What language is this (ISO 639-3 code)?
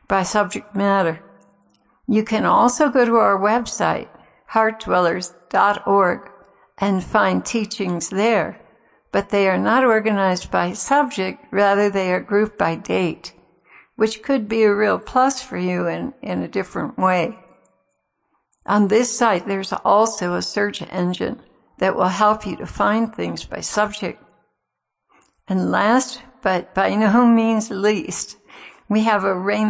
eng